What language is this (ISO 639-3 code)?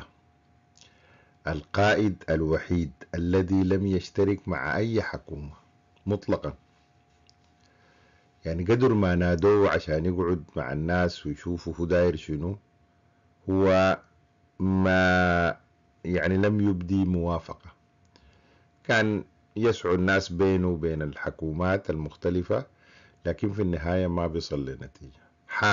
apd